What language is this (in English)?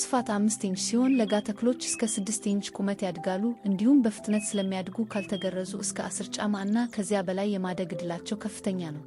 Amharic